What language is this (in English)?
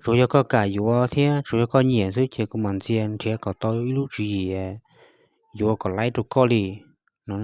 Hmong